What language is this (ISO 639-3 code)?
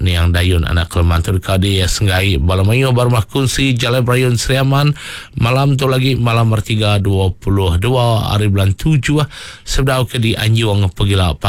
iba